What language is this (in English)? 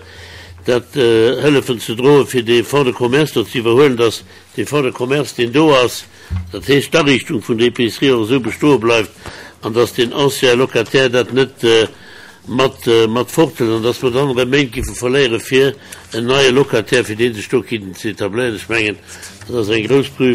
Luxembourgish